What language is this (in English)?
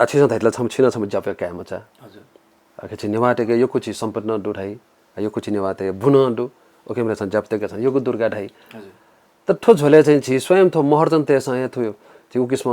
Newari